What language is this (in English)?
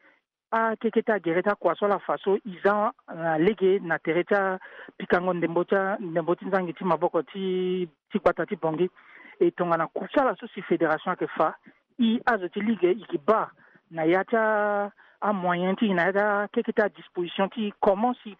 Sango